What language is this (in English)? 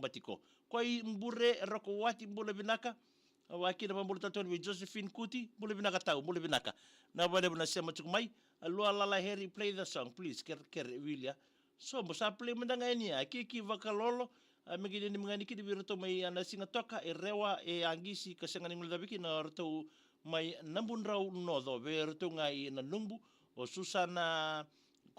Fijian